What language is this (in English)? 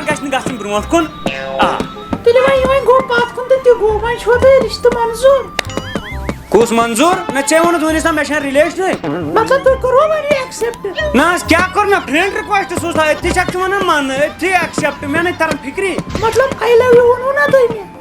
Kashmiri